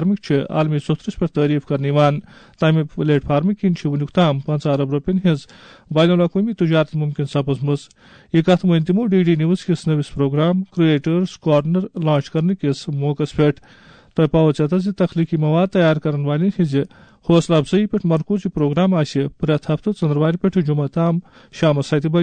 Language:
Kashmiri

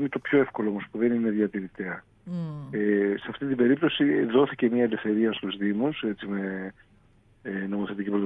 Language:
Greek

